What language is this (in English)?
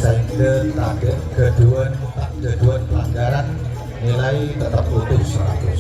Madurese